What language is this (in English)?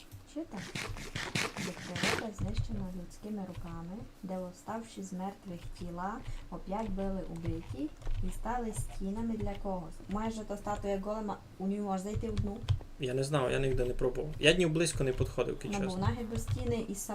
Rusyn